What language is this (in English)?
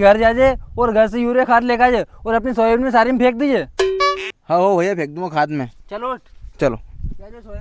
Rajasthani